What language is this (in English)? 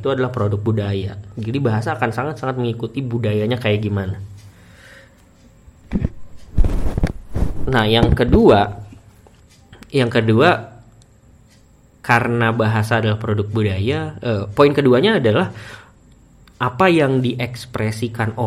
Indonesian